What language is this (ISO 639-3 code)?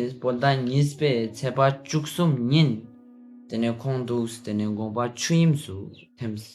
lbj